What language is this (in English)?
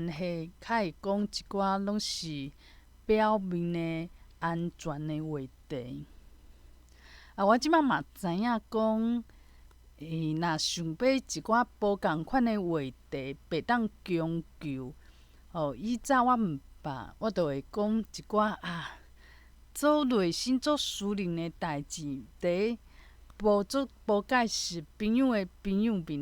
Min Nan Chinese